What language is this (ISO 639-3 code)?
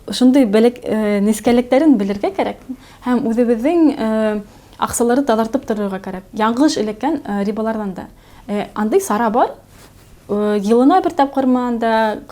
bak